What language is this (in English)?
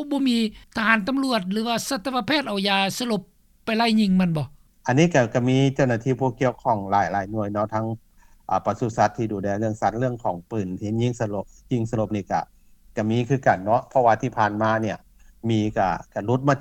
Lao